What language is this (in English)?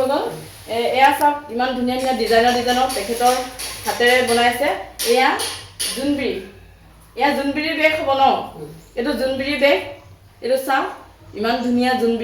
Assamese